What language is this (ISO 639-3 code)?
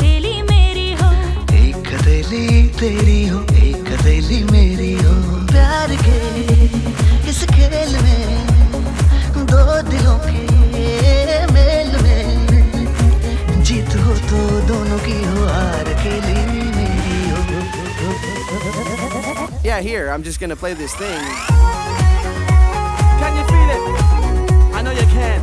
hin